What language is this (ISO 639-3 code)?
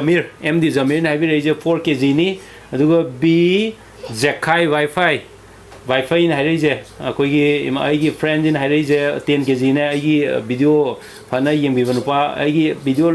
mni